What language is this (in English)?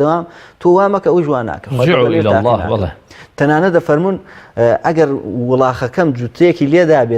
Central Kurdish